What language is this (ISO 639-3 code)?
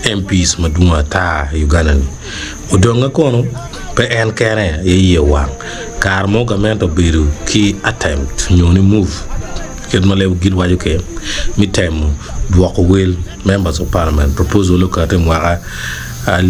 ach